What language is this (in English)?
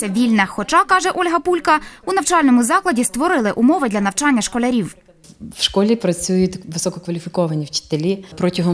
Ukrainian